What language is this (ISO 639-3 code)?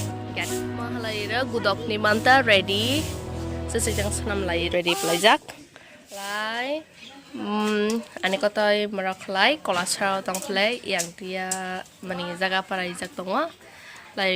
trp